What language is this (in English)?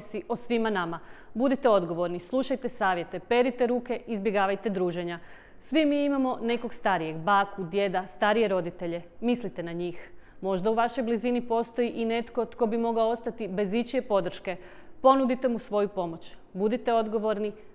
Croatian